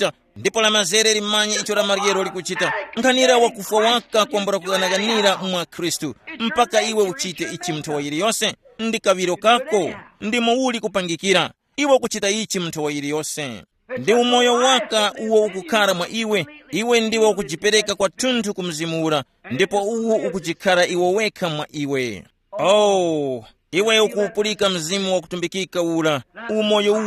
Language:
Tumbuka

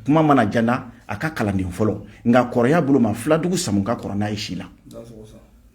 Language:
Bambara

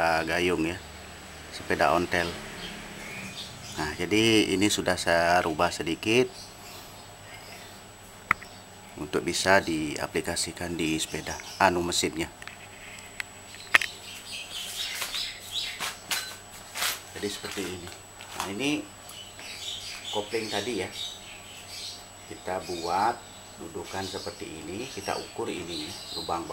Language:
Indonesian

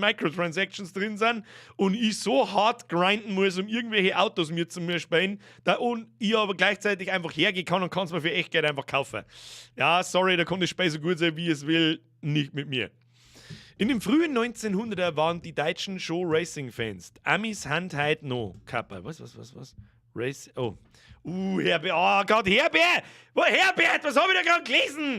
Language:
Bavarian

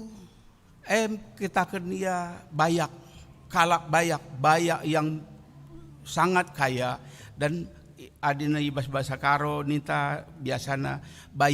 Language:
Batak Karo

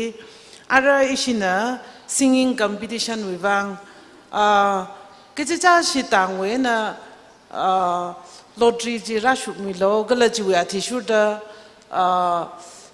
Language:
Tangkhul Naga (India)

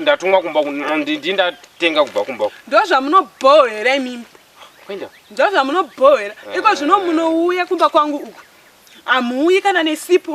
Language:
Shona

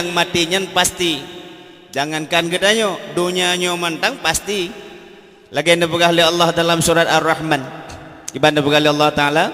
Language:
Achinese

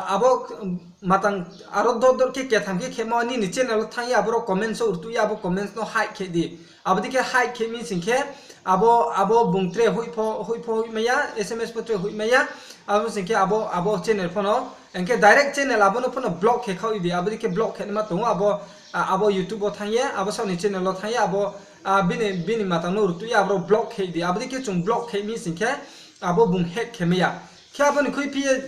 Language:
Riang (India)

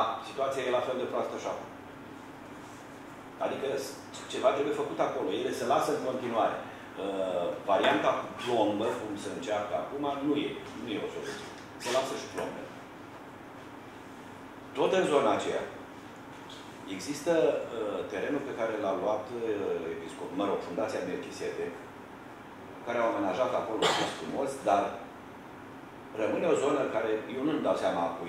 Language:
Romanian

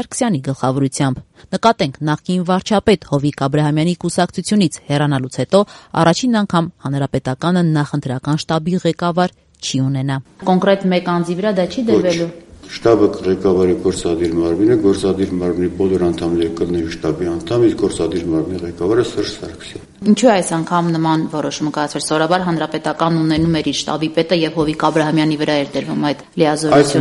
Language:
Armenian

